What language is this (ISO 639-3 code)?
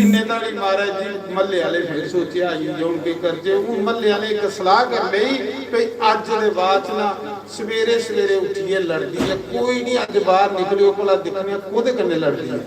doi